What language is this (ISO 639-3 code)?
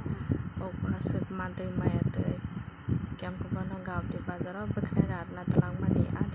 trp